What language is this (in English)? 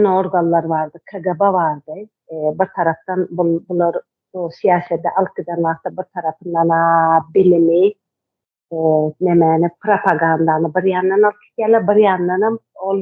Turkmen